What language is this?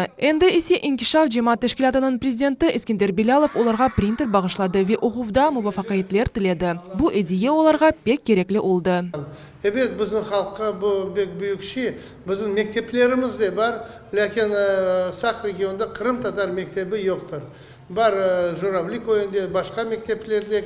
Crimean Tatar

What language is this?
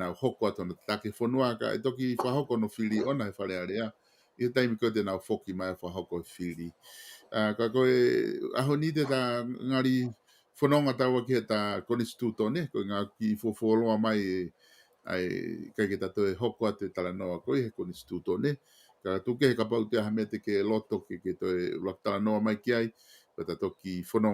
Tongan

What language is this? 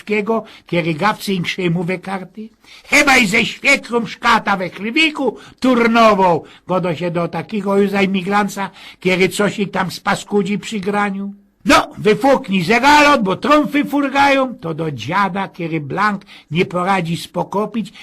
Silesian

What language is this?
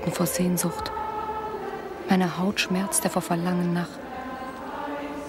German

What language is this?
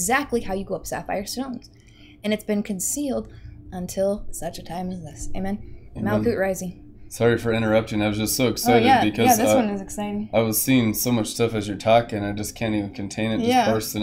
English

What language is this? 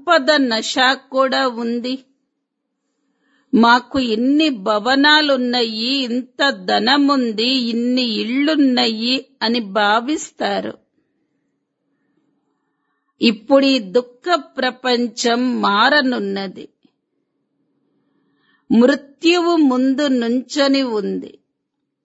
Telugu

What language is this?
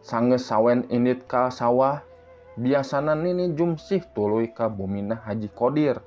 Sundanese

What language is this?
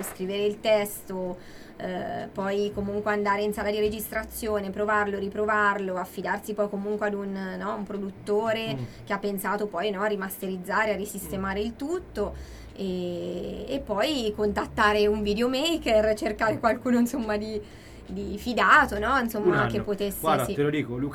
Italian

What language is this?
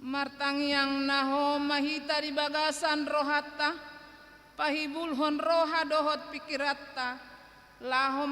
Batak Toba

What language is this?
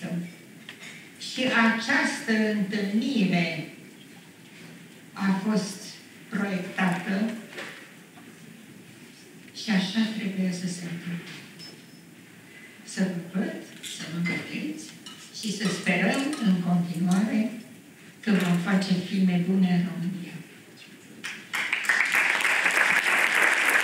Romanian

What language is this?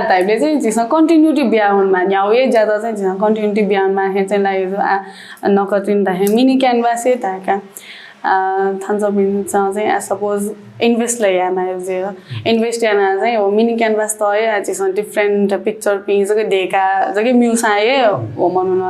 Newari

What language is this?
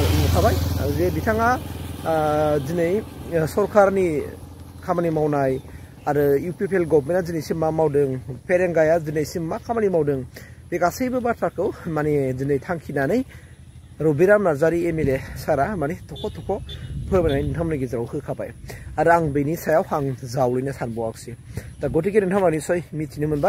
Bodo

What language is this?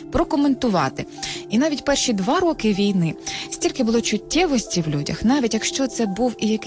Ukrainian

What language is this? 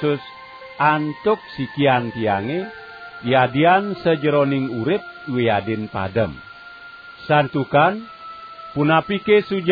Balinese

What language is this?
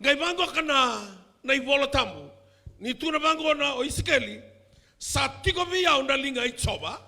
Fijian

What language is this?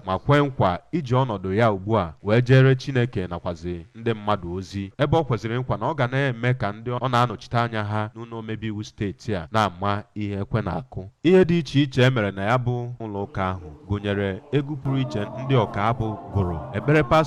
Igbo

